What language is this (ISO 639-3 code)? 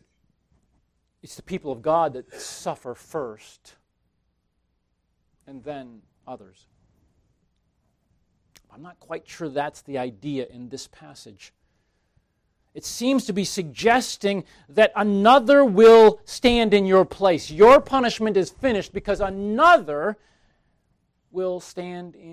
eng